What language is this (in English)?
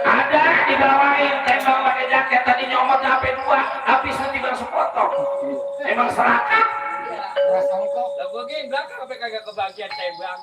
Betawi